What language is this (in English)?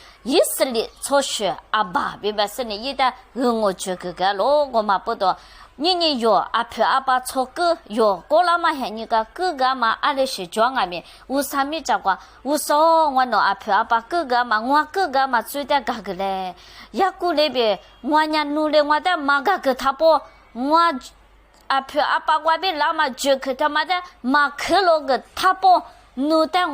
Lisu